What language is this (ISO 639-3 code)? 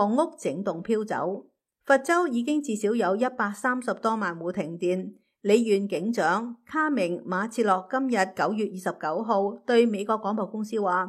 yue